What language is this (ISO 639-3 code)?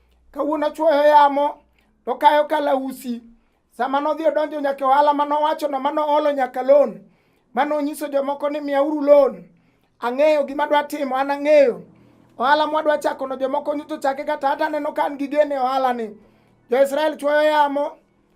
luo